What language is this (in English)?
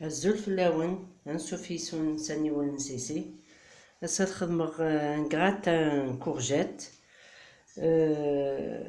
Kabyle